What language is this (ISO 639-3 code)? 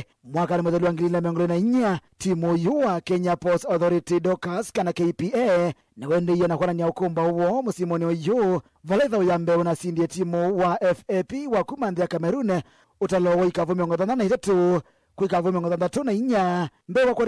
kam